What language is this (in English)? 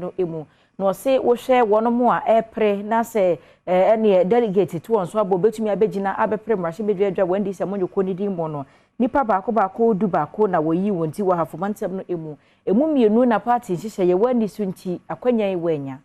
Akan